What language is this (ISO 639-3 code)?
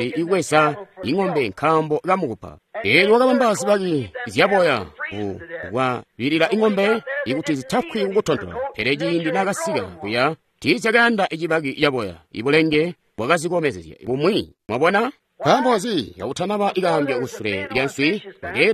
toi